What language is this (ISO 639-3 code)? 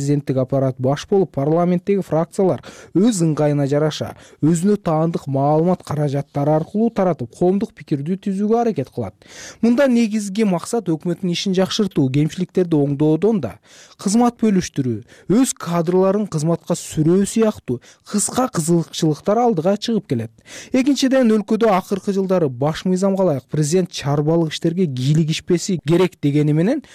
kir